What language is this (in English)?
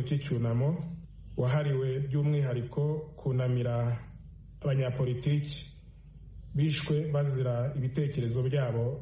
Kinyarwanda